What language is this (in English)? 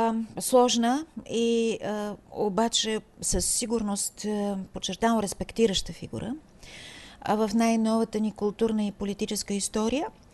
Bulgarian